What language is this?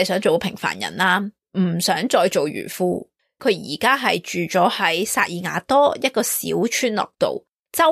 Cantonese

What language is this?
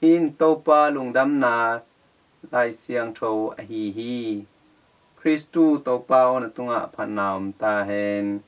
Tedim Chin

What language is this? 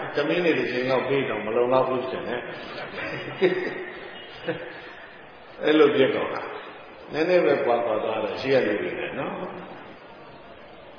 Burmese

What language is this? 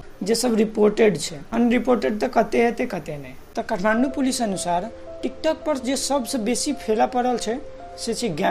Maithili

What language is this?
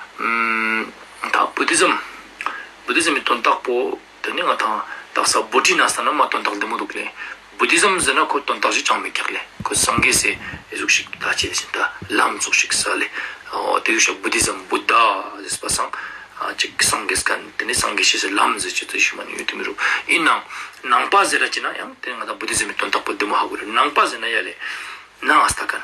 Ladakhi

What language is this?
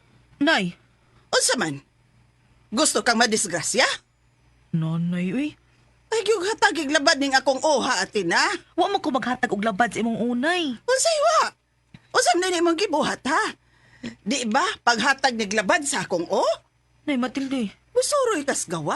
Cebuano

